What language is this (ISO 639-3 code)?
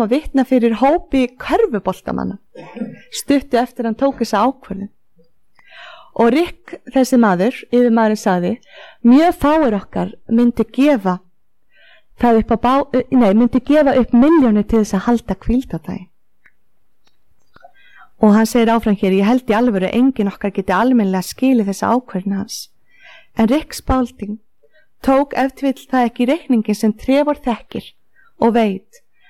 isl